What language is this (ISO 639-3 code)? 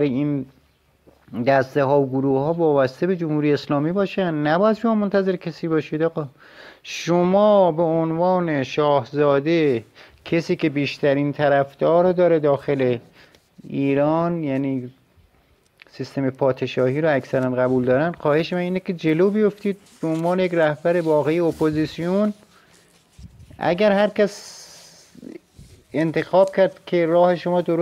fas